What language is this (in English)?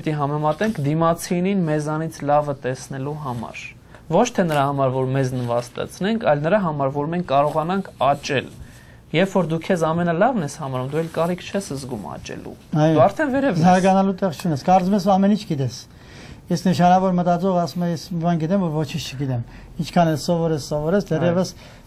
Armenian